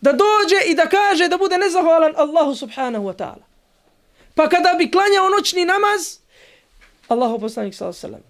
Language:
Bosnian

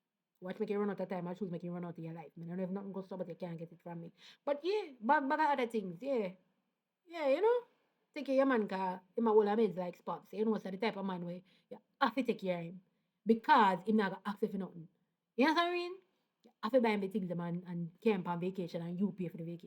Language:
Jamaican Creole English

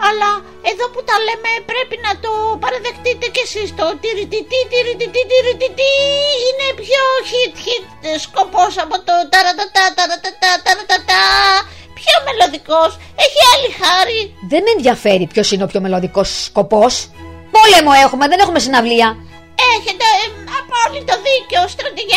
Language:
Greek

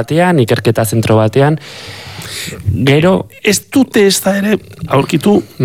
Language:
Basque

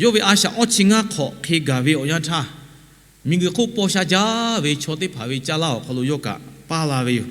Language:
Lahu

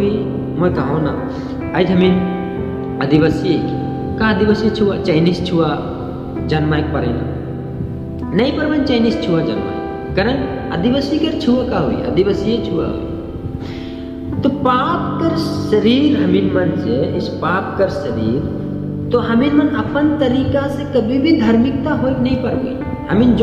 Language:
Sadri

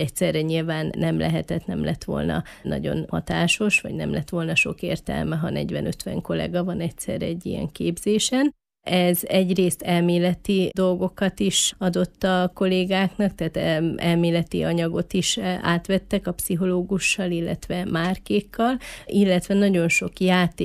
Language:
Hungarian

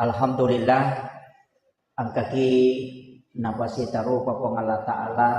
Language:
Buginese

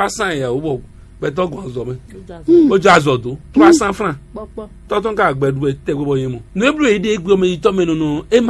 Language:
Fon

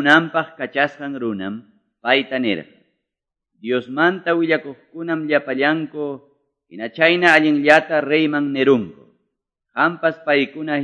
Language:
Quechua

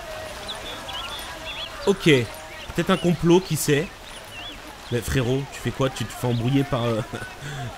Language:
French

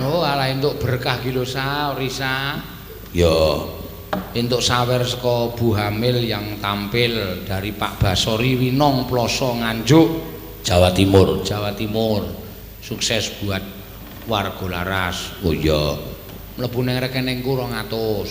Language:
Javanese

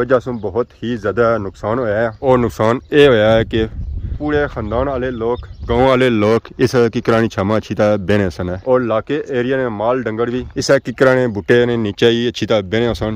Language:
Pahari-Potwari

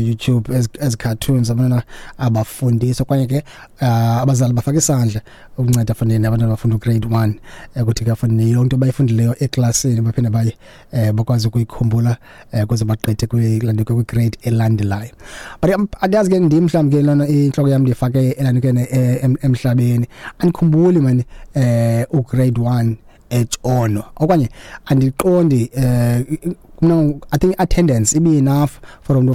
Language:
Xhosa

